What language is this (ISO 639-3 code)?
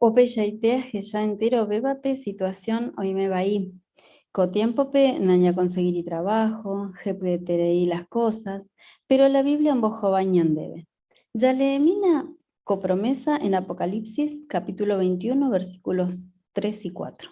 grn